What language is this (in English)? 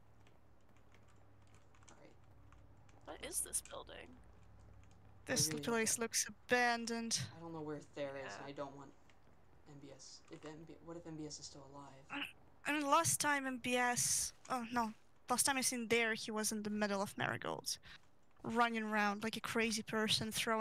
English